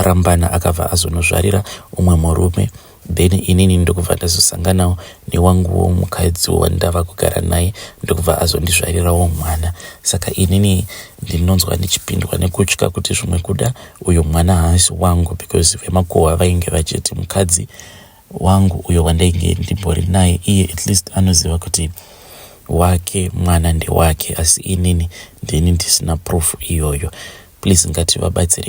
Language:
Shona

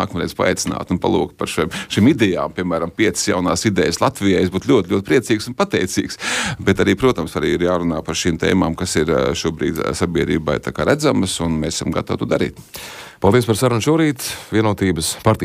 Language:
Latvian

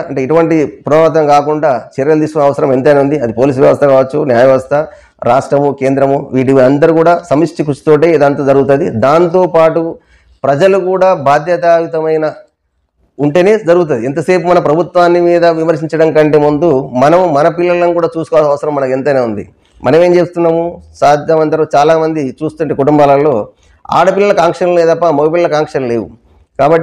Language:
Telugu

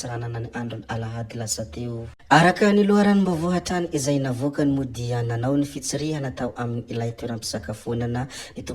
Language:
Malagasy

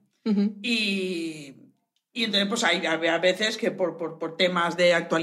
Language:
Spanish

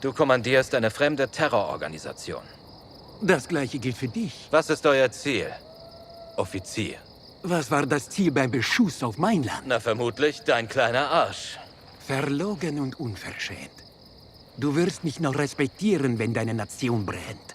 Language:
Bavarian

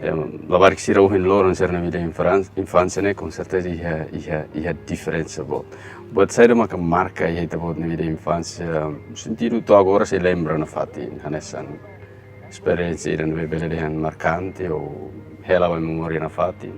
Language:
Tetum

